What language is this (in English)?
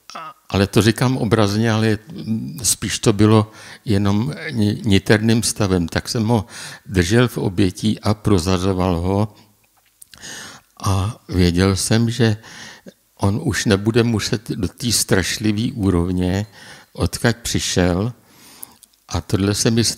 Czech